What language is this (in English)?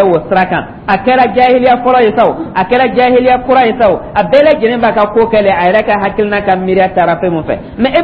Dyula